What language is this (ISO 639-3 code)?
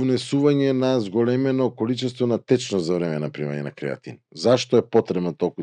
mkd